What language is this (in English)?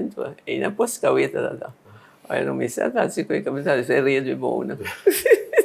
Papiamento